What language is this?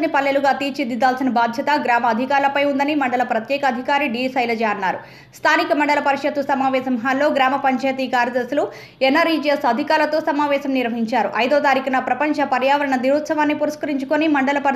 Telugu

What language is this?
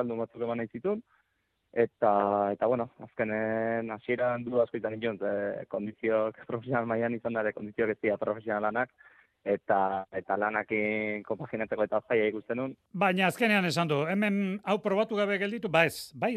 Basque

